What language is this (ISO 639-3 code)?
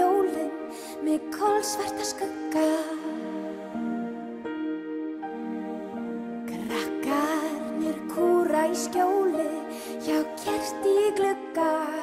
isl